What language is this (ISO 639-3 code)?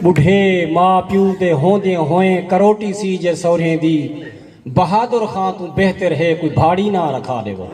skr